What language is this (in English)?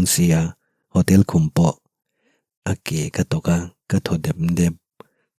Mizo